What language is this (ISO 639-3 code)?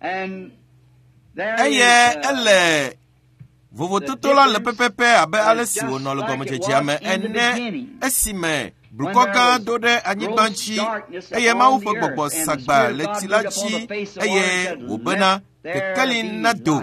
ewe